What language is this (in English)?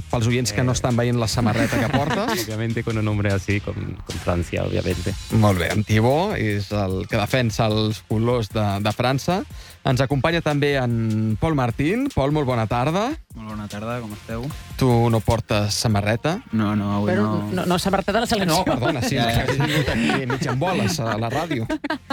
Catalan